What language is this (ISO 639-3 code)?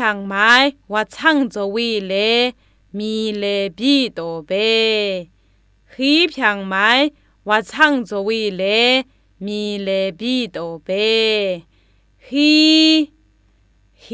atb